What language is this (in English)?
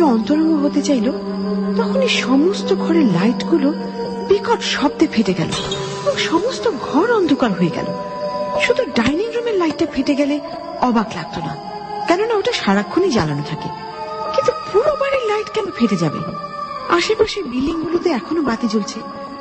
Bangla